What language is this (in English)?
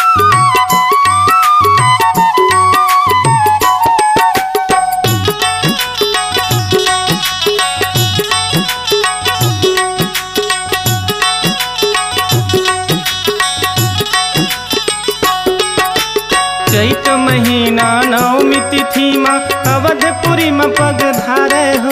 Chhattisgarhi